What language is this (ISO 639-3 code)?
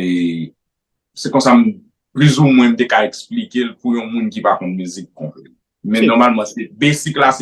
hat